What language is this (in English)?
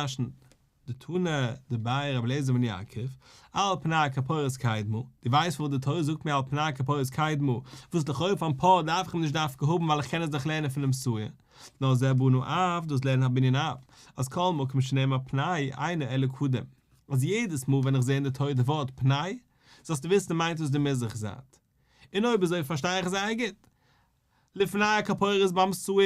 Yiddish